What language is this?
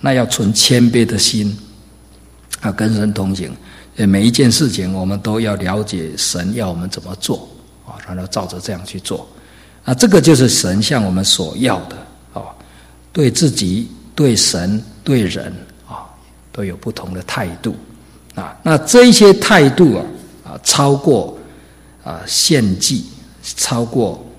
Chinese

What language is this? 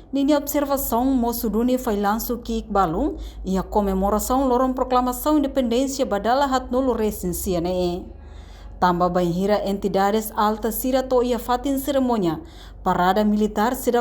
Tetum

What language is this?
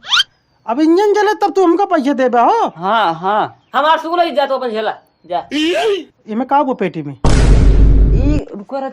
Awadhi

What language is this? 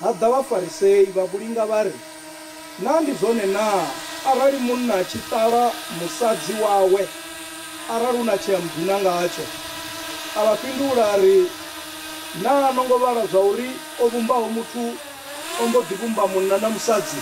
Venda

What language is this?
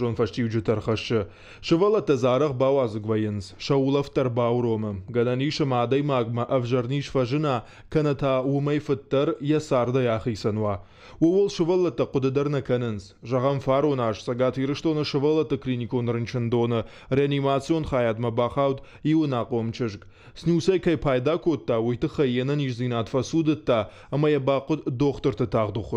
Ossetic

